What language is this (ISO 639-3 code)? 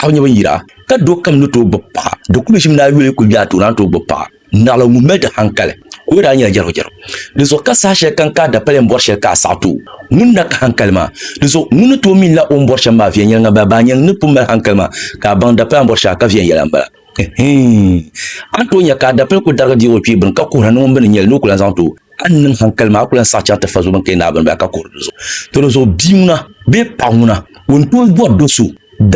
dag